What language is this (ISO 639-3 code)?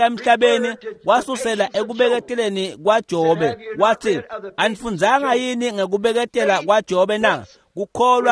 ssw